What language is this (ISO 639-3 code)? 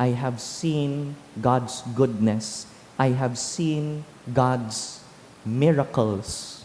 bik